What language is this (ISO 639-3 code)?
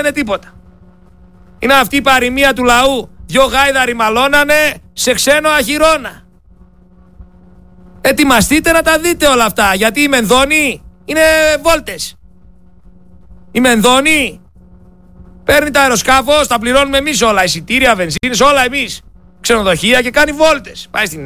ell